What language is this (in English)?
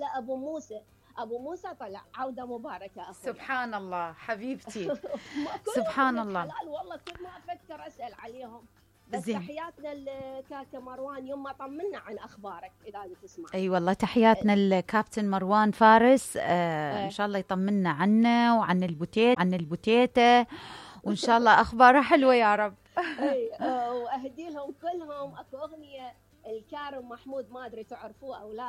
Mesopotamian Arabic